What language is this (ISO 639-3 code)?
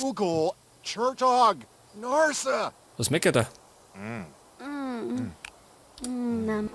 bar